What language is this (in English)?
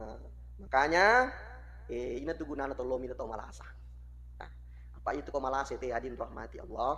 Buginese